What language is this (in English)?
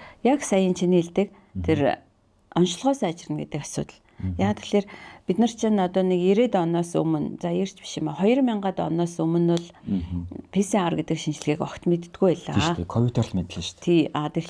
Mongolian